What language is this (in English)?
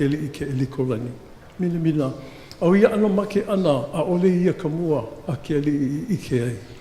Hawaiian